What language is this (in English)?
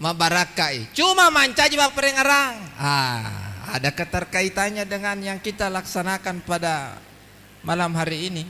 Buginese